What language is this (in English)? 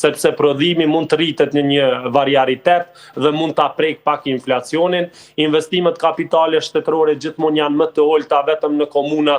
Albanian